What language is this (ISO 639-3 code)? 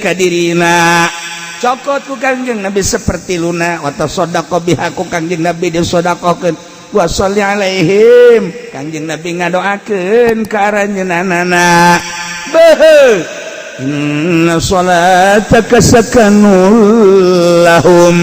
sun